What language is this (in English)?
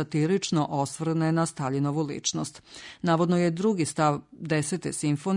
Serbian